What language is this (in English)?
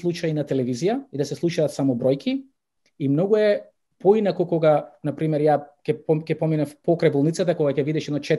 Macedonian